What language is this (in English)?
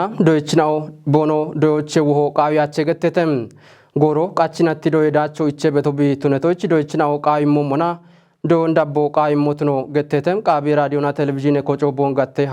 Kafa